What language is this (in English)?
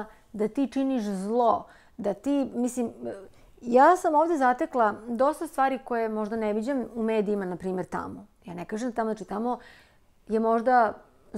Serbian